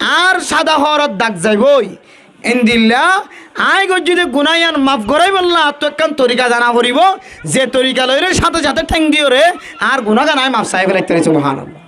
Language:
Rohingya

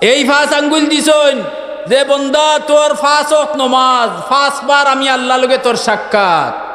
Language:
Sylheti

